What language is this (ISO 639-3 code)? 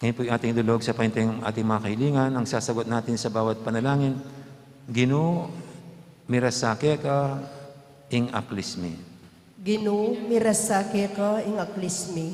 pam